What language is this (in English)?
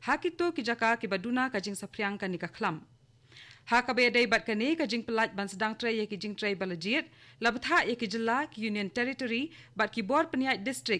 Khasi